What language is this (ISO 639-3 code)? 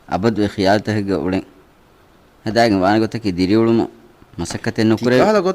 div